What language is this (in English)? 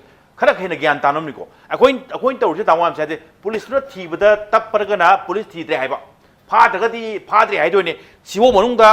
Manipuri